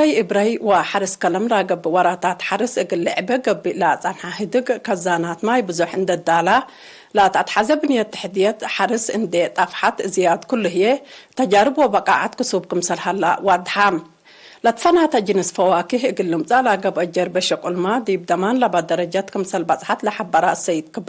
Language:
Tigre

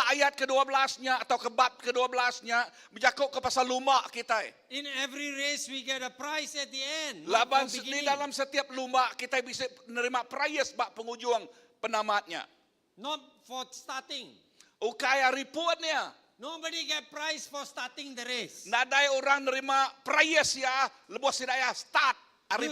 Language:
Iban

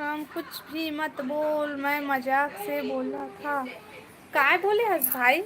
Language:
Chhattisgarhi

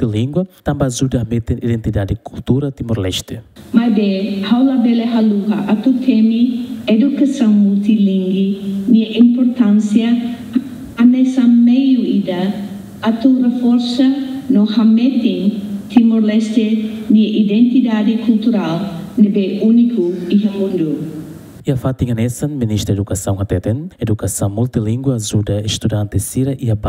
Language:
Tetum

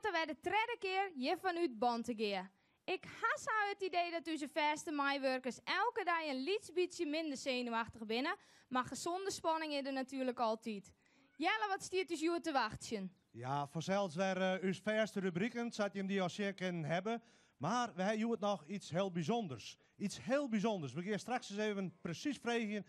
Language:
Western Frisian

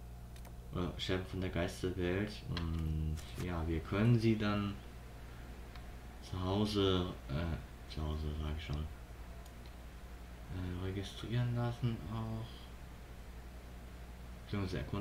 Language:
German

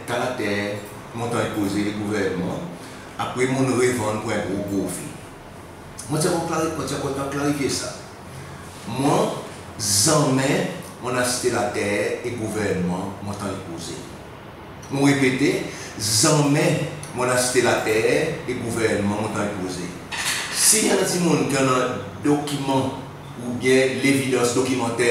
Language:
Seselwa Creole French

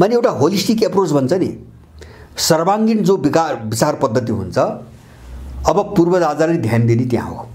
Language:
Nepali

